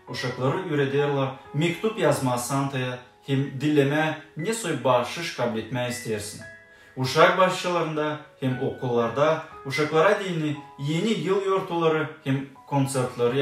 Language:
Gagauz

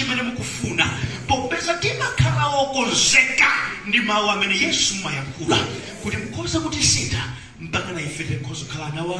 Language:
Nyanja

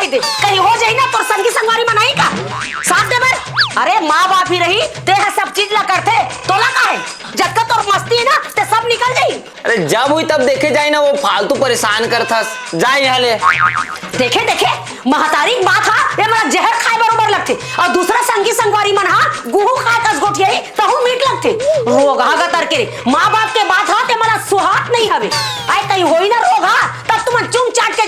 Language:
Chhattisgarhi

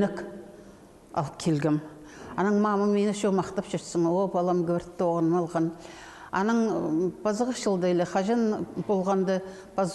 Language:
Khakas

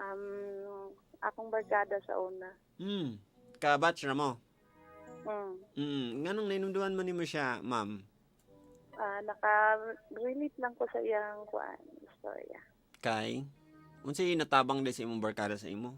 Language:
Cebuano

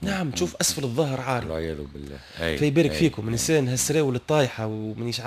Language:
Tunisian Arabic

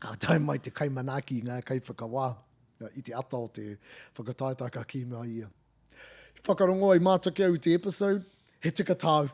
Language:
Māori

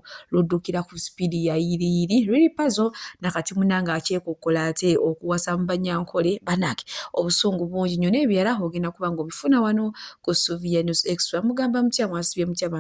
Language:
Ganda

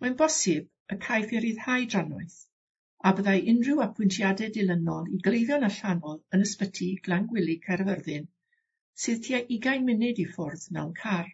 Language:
Welsh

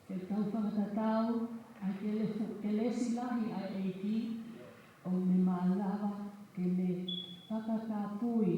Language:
Tongan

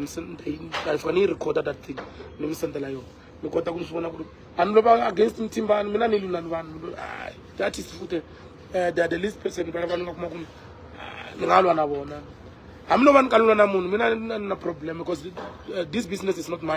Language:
Tsonga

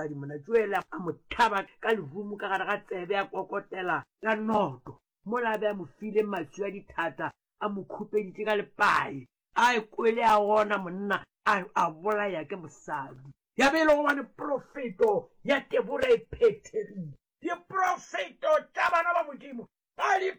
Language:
Northern Sotho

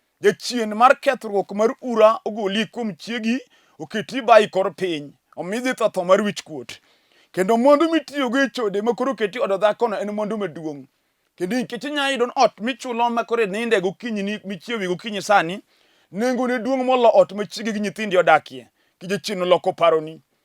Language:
Luo (Kenya and Tanzania)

